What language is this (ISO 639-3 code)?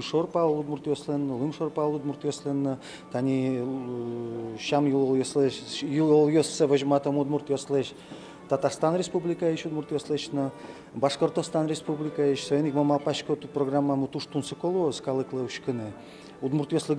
udm